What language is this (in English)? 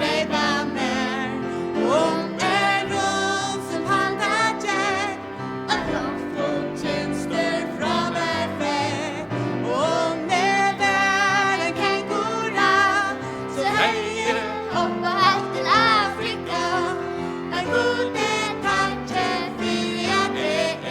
Faroese